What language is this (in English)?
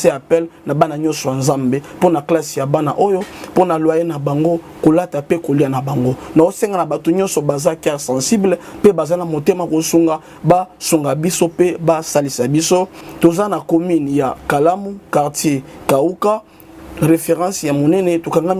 Lingala